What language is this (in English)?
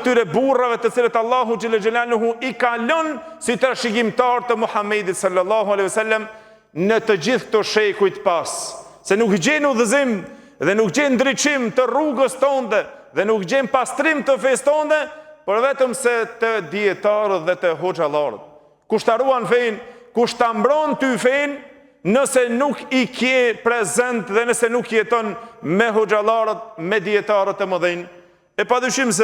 Albanian